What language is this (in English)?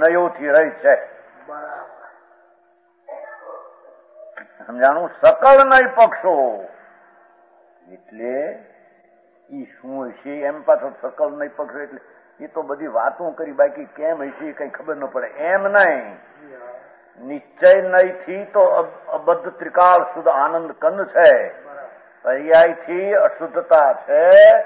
Gujarati